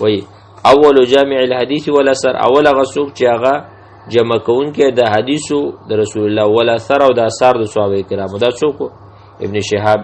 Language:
Pashto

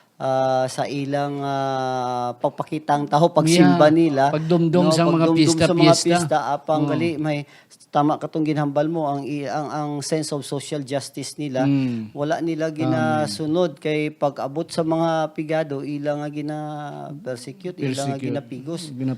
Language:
Hiligaynon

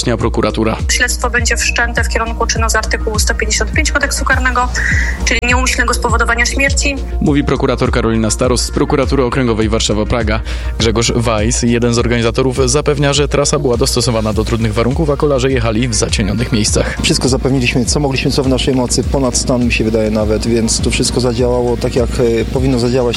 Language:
Polish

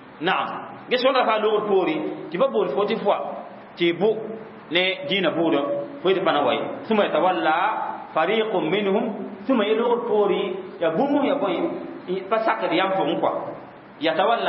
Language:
Mossi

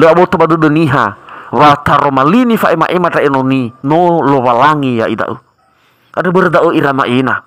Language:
Nias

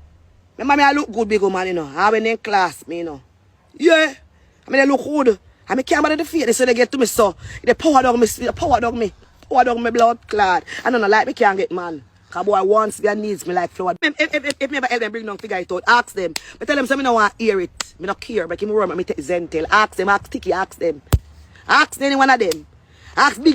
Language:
Jamaican Creole English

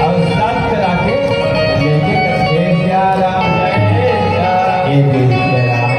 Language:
Chhattisgarhi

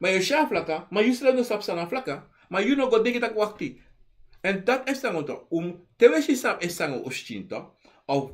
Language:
Sranan Tongo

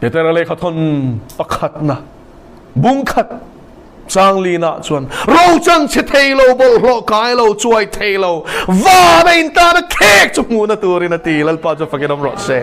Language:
Mizo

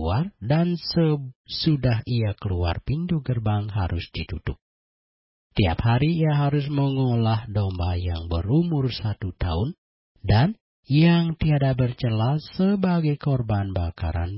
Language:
Indonesian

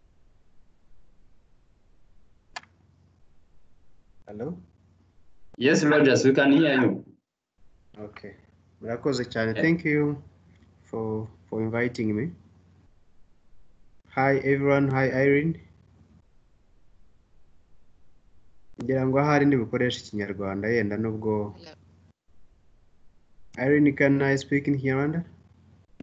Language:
Kinyarwanda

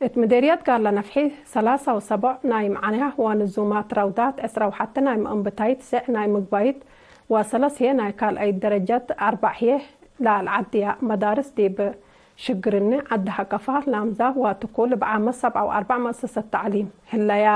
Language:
Tigre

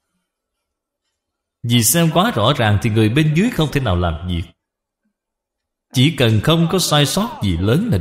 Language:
Vietnamese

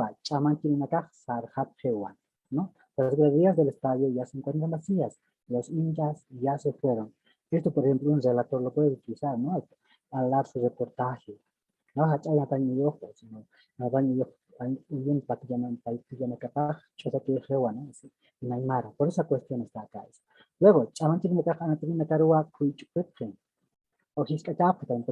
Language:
Aymara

